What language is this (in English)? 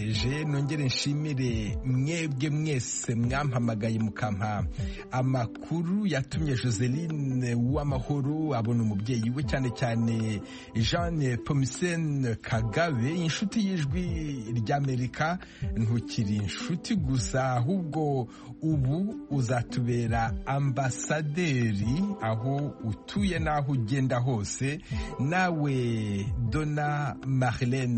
Kinyarwanda